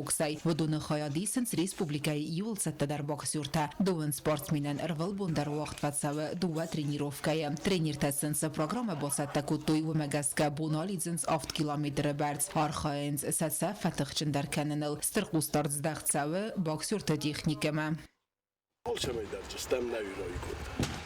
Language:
Ossetic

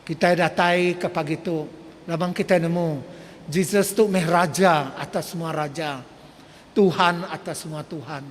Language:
Iban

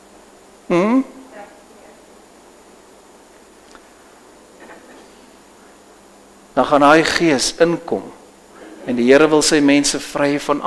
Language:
Afrikaans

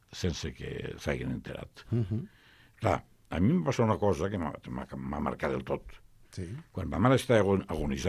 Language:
Catalan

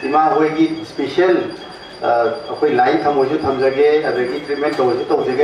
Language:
Manipuri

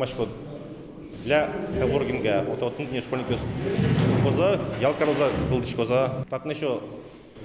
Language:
Udmurt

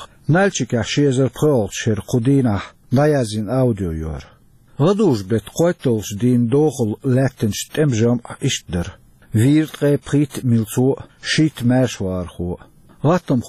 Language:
Chechen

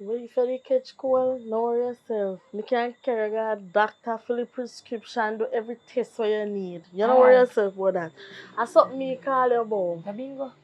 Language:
Jamaican Creole English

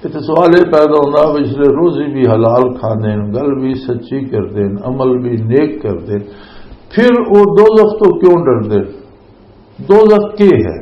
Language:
Western Panjabi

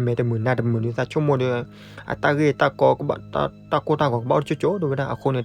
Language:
S'gaw Karen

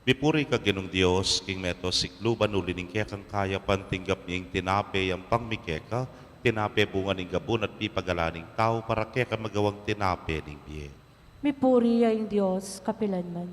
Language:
Pampanga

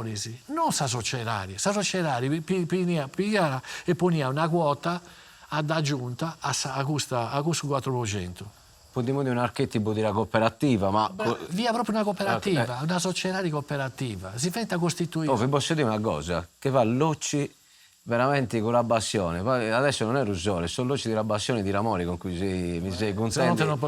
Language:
Sardinian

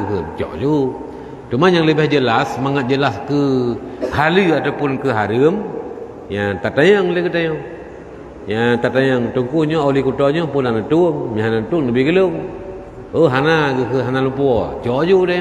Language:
Achinese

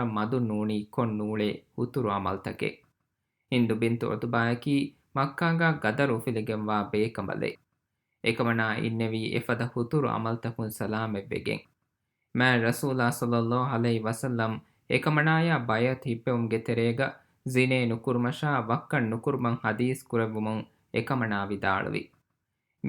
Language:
Divehi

